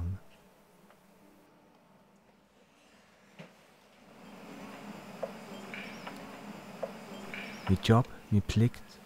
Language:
Danish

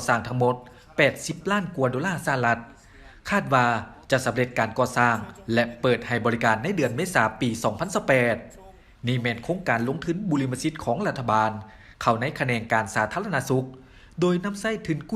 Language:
Lao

